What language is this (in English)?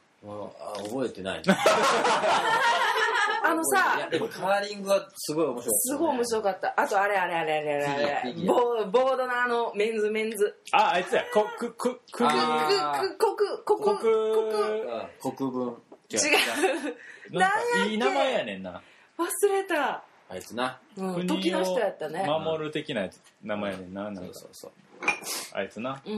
Japanese